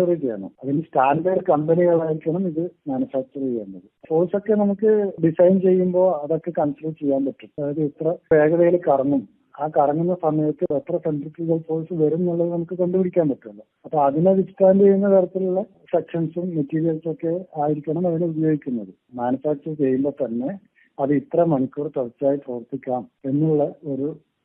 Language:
Malayalam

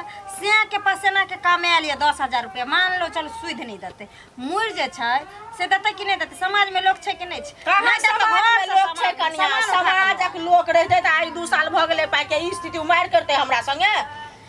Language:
Maithili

